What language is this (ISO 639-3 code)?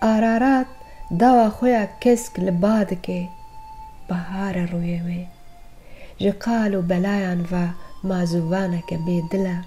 kur